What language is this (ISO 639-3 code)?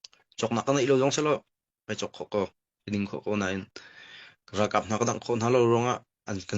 cnh